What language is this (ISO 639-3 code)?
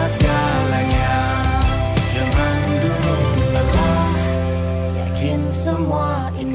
ind